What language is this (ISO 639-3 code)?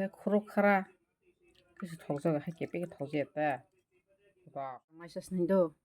trp